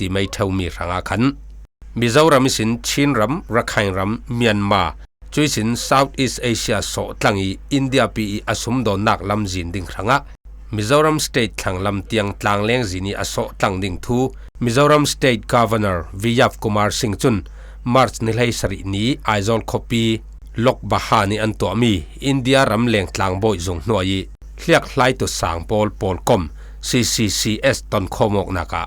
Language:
Falam Chin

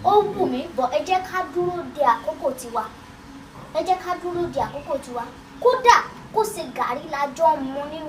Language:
Yoruba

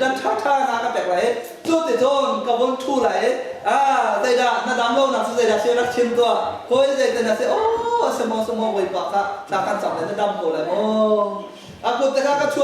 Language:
Hakha Chin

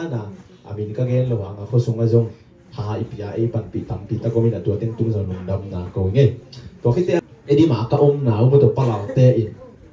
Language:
Tedim Chin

